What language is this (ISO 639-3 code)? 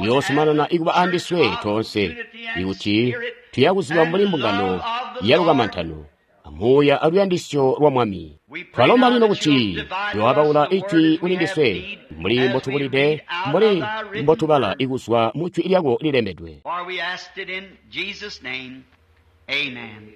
toi